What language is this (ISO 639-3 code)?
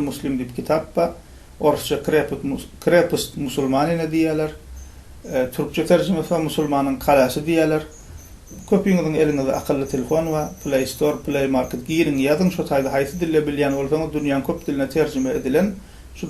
tuk